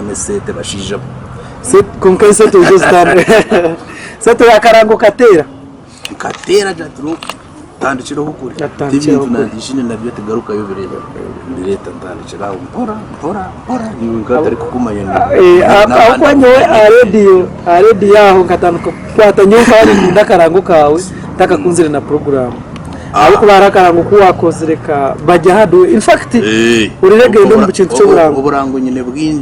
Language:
Nyankole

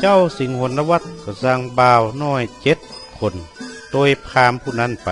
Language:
Northern Thai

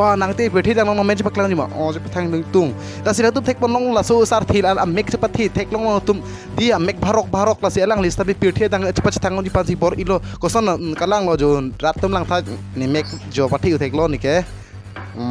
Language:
Karbi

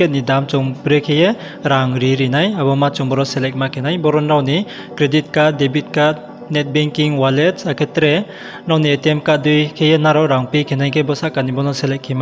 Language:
Riang (India)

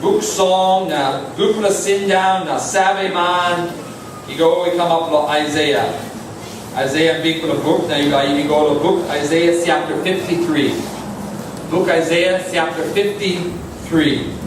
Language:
Tok Pisin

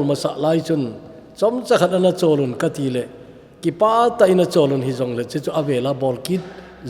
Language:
Thado Chin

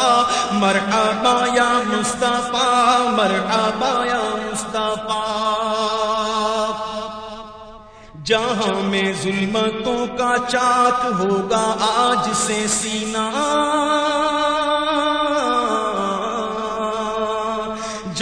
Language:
Urdu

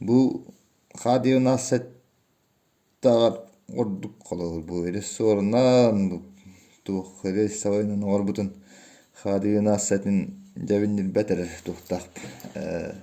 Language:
Yakut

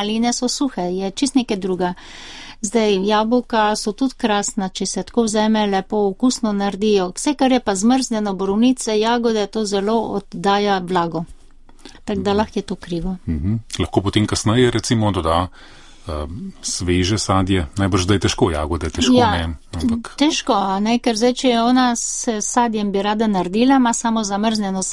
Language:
Slovenian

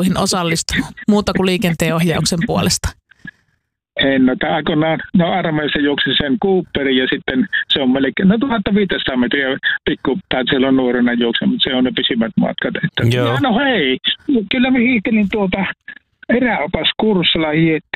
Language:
Finnish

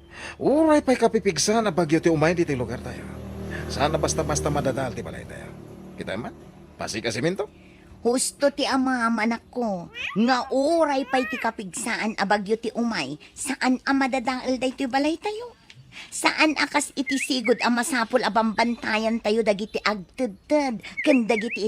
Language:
Iloko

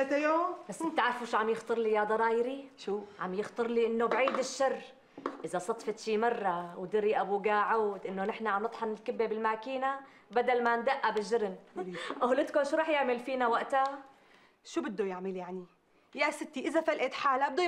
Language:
North Levantine Arabic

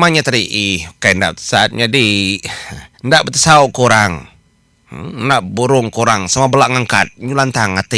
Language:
Iban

